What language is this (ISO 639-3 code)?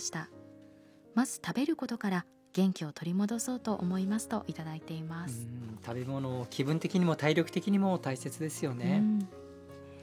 jpn